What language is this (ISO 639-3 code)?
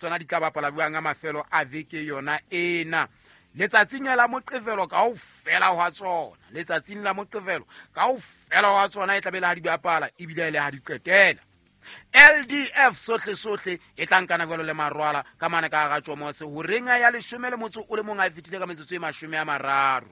sot